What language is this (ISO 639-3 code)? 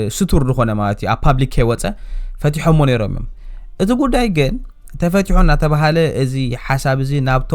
tir